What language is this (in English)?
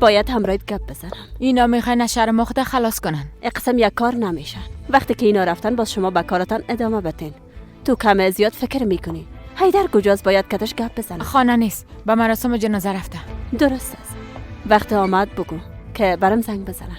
Persian